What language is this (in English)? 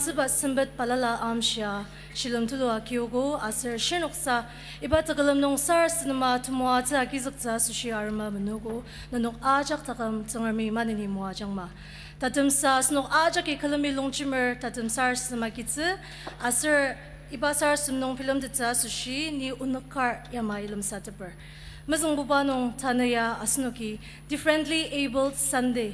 Ao Naga